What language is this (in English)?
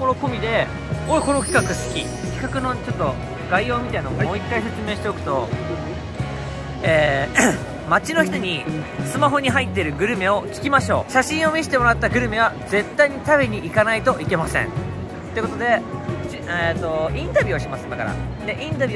Japanese